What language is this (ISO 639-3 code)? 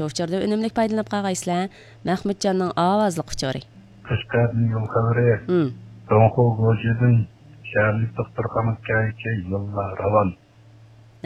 uig